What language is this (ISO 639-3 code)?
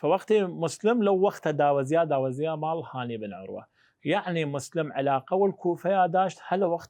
sdh